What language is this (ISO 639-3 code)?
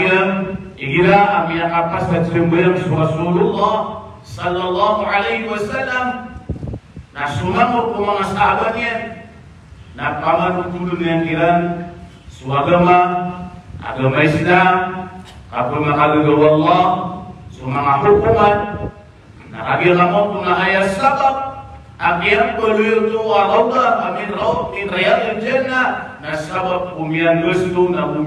mrw